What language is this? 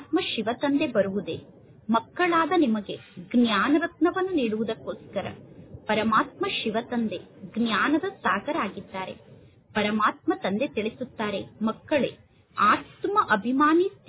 Kannada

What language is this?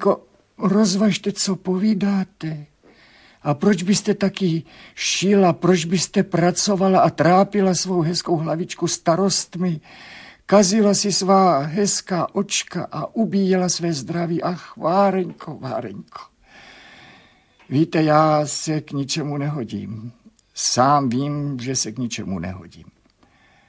Czech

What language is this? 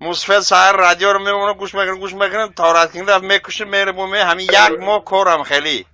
Tajik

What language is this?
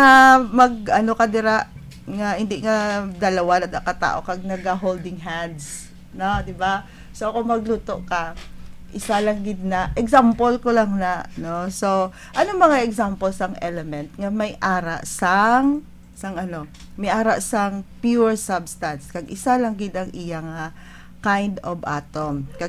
Hiligaynon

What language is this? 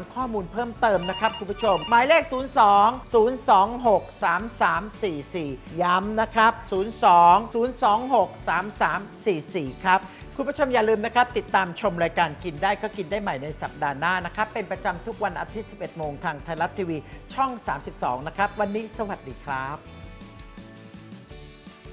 Thai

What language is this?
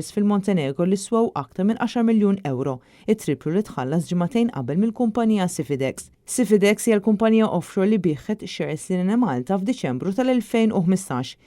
Maltese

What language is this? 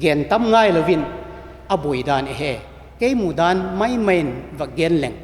Vaiphei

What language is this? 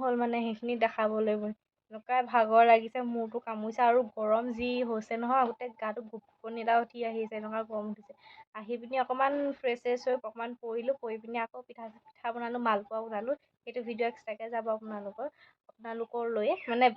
Assamese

